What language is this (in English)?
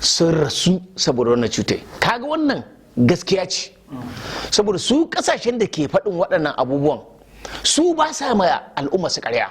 Hausa